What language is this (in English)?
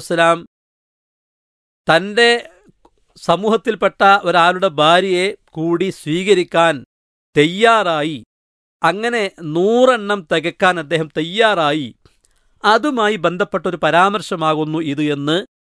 Malayalam